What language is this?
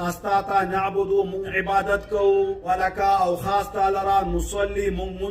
Pashto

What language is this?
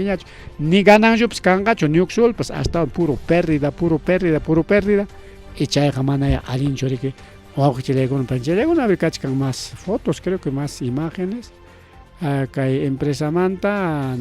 Ayacucho Quechua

